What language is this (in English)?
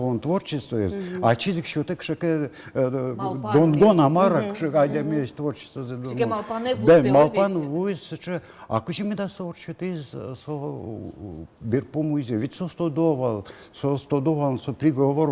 Udmurt